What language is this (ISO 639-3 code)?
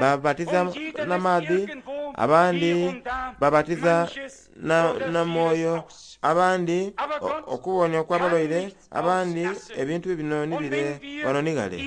xog